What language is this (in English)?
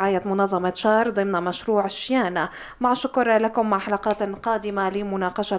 North Levantine Arabic